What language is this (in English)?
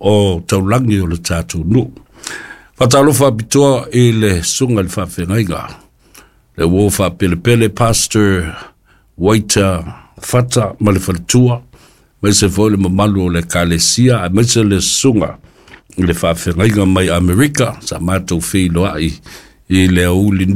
Samoan